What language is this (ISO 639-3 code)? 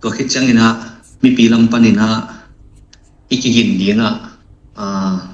ctd